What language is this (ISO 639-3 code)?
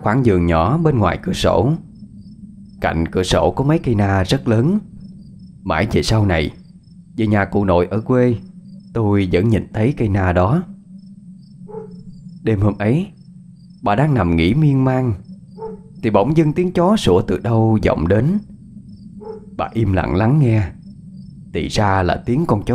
vie